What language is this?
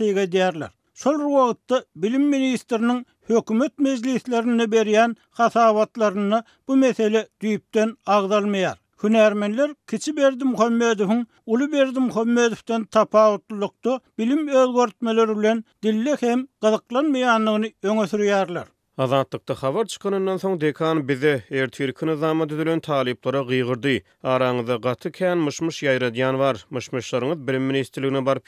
Turkmen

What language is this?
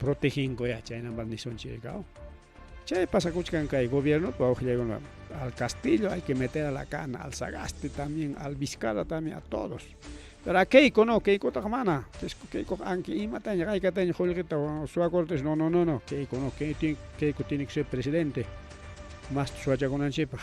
Ayacucho Quechua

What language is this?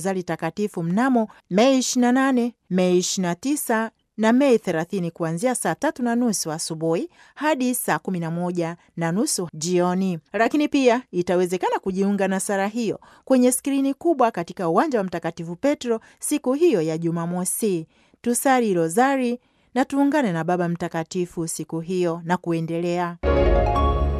Swahili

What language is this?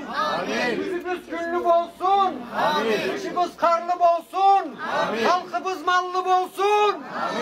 Karachay-Balkar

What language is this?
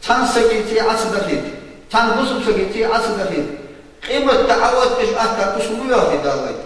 Ingush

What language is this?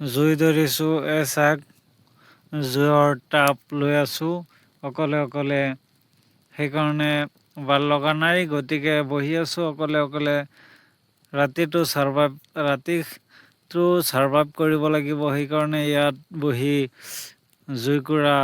Assamese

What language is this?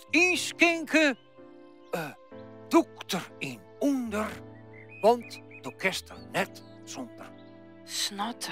Western Frisian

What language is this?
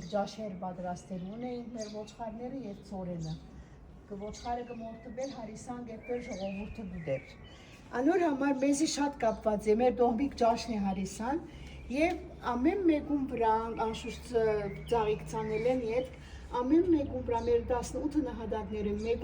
Western Armenian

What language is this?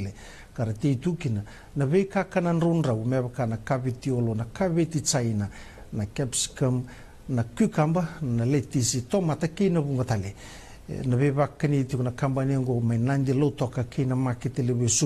Fijian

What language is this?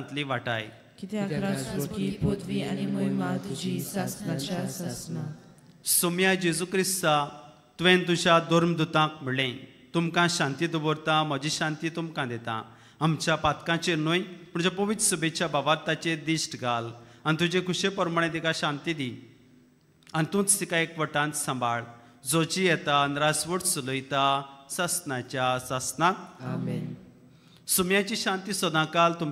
Konkani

